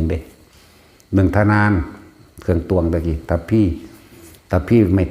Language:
Northeastern Thai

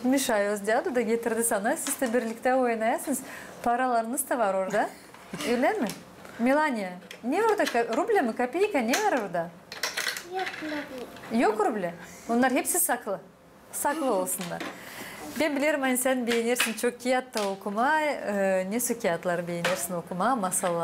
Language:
Gagauz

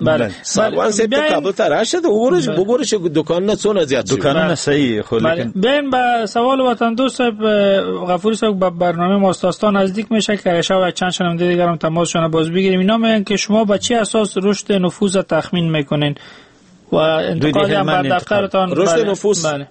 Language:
Persian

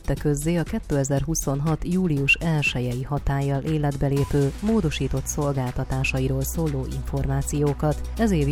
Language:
Hungarian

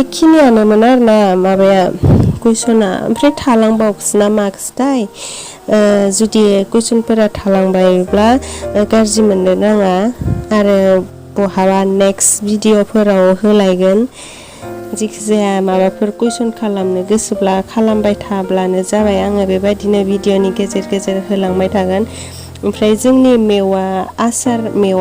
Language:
Bodo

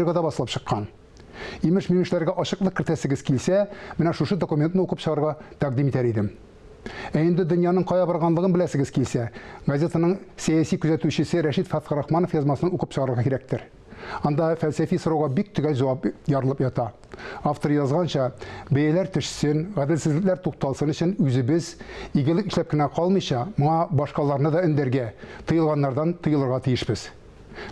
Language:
Tatar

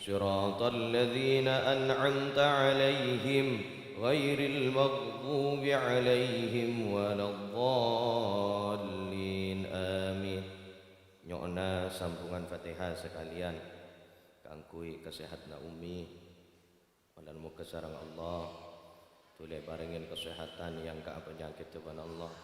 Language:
Madurese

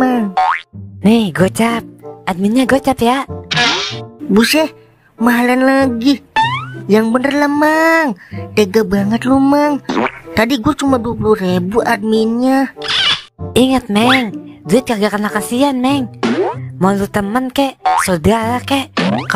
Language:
Betawi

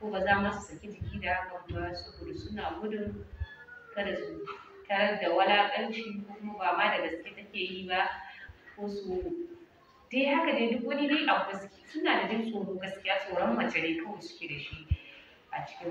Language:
Hausa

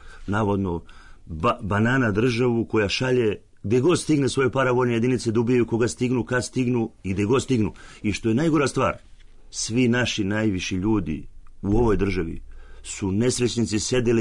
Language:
Serbian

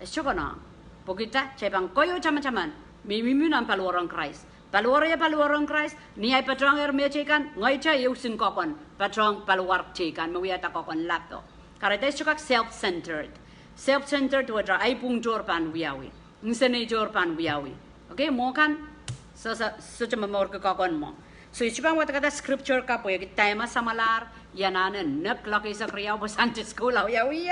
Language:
Pohnpeian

